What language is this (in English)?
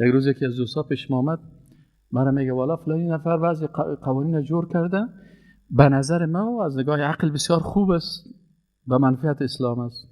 Persian